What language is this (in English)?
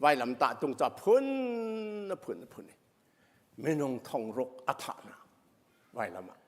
Hakha Chin